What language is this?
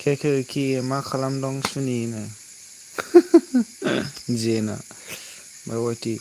Bodo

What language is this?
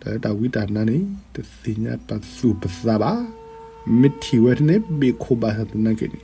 S'gaw Karen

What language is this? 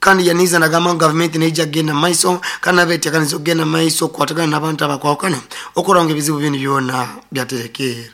Nyoro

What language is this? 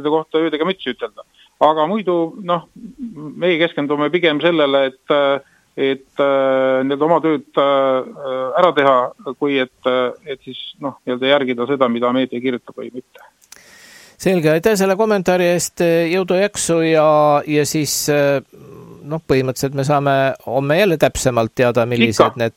Estonian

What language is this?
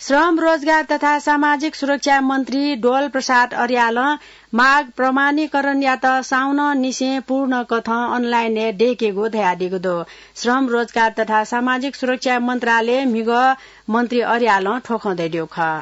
Newari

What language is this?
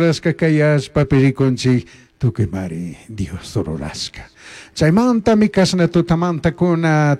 Chimborazo Highland Quichua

